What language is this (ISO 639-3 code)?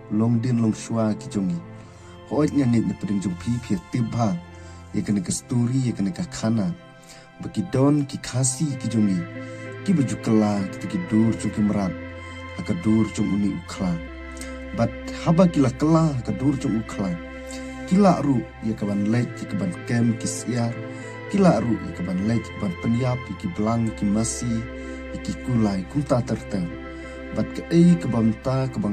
kha